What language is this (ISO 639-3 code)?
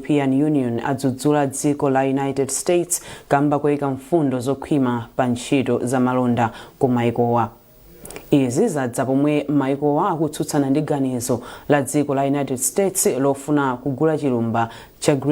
nya